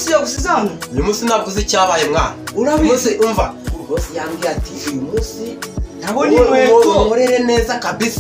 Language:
Kinyarwanda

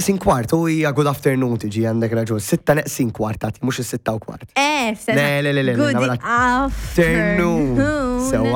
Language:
Maltese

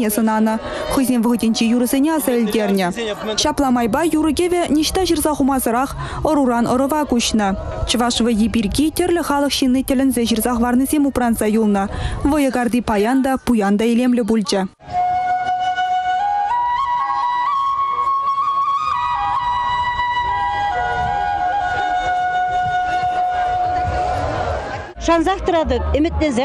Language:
Chuvash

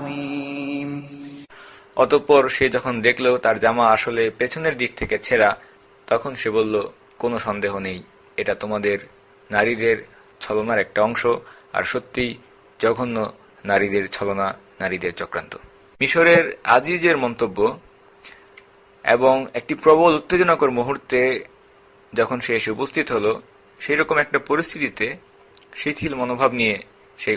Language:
Bangla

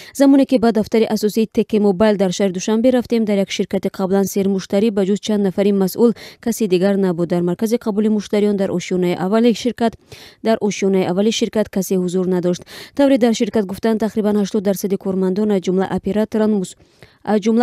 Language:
Tajik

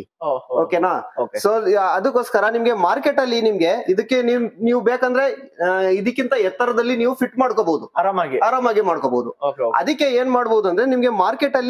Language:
Kannada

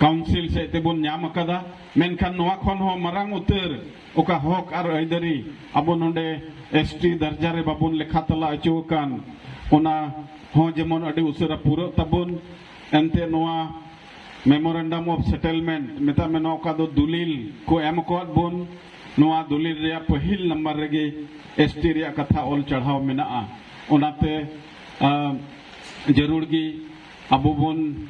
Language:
Santali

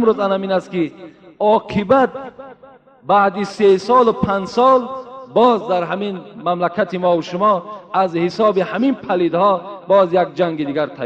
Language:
Tajik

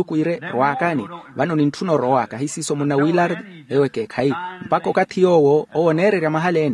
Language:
Makhuwa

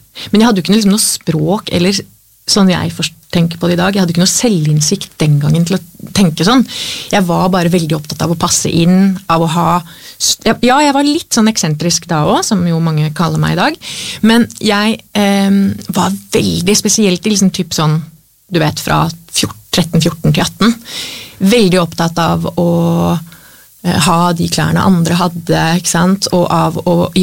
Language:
Norwegian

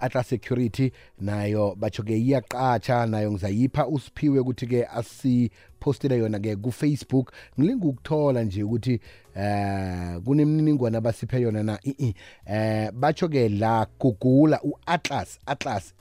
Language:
South Ndebele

